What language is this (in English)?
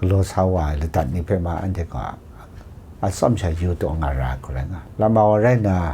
Kachin